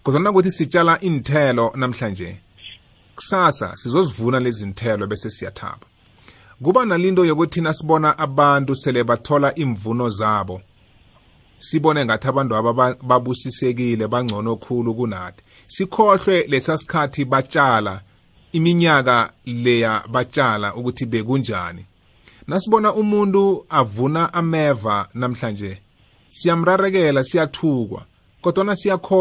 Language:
South Ndebele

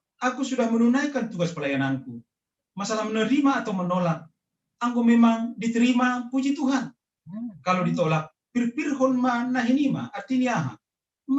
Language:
Batak Simalungun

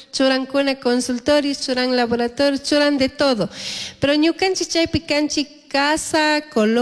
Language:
Chimborazo Highland Quichua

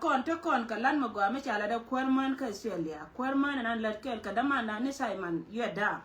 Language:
Nuer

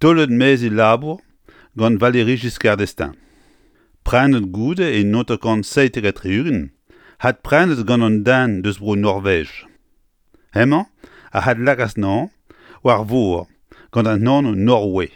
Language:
Breton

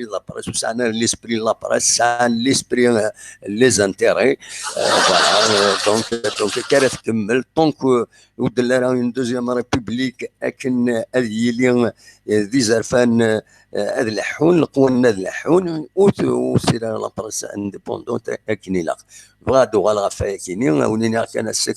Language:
Kabyle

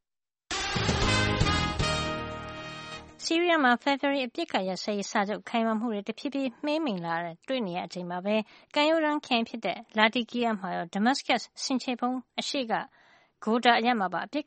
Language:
Burmese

